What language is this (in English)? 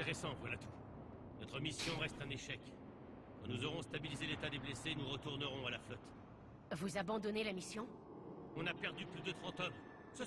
French